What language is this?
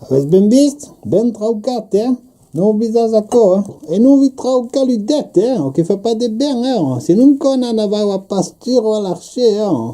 Occitan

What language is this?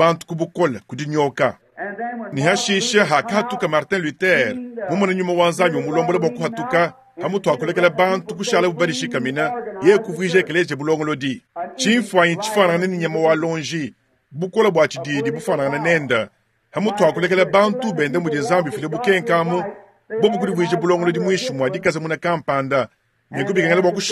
Luba-Lulua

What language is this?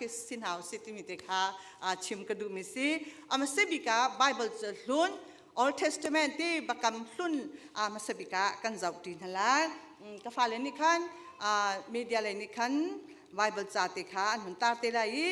Hakha Chin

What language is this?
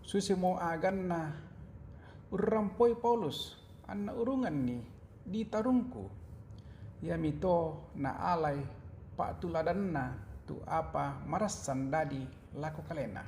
Toraja-Sa'dan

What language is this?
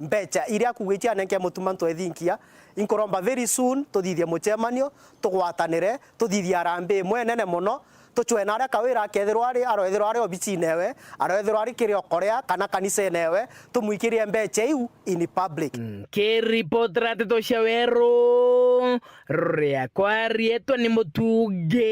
Meru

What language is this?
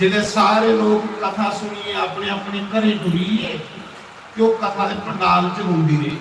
Dogri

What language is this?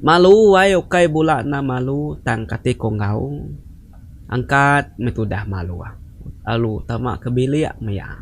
Iban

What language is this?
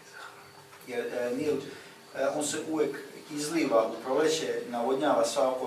Croatian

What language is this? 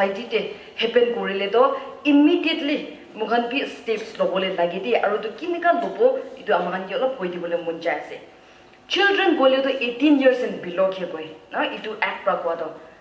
Naga Pidgin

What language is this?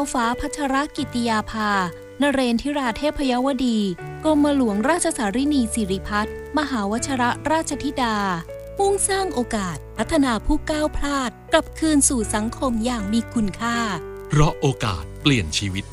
Thai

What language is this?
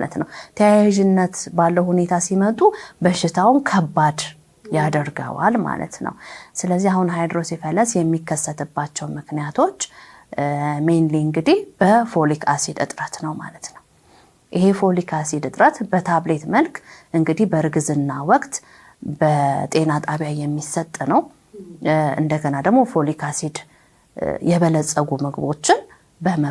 Amharic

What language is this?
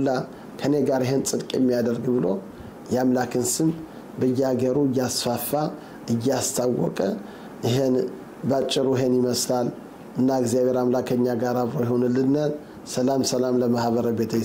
Amharic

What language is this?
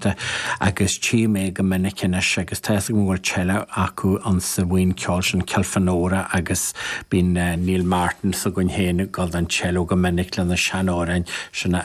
Irish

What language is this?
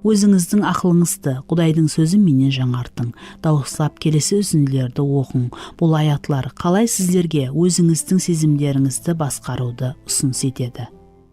Kara-Kalpak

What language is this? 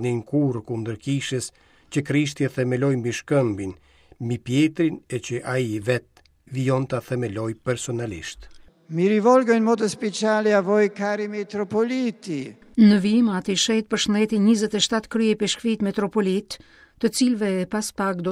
Albanian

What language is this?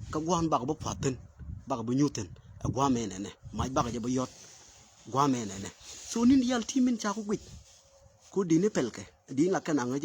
Nuer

